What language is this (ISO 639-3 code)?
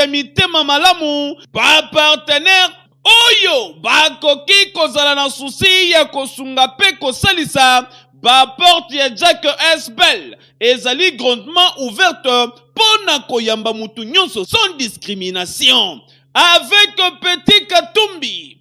lin